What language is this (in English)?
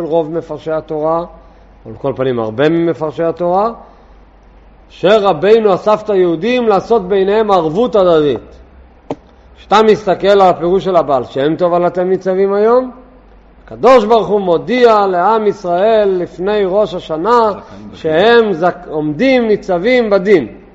Hebrew